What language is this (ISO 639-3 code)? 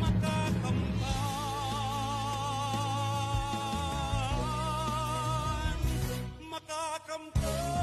bik